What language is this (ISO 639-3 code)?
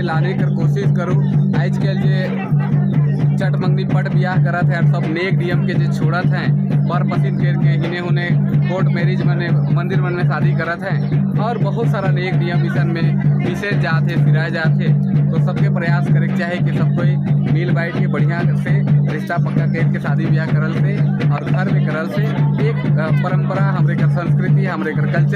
sck